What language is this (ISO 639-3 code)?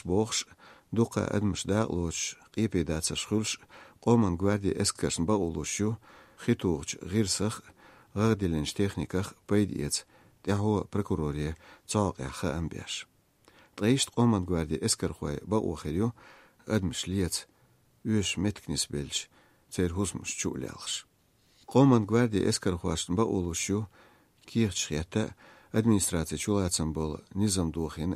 che